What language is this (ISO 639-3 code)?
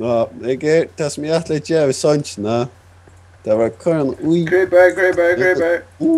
fao